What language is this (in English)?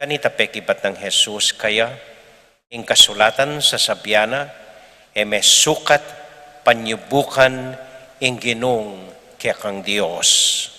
Pampanga